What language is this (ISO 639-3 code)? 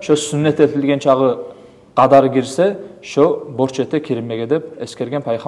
kum